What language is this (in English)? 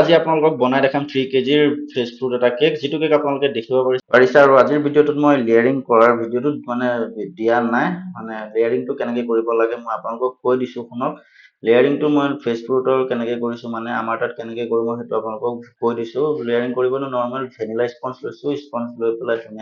Assamese